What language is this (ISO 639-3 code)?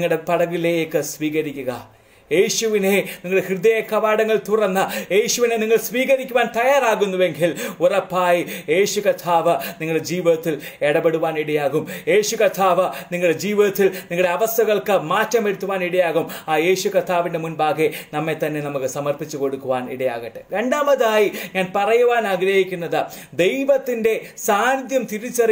mal